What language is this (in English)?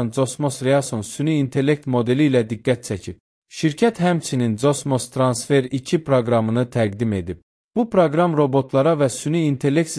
Azerbaijani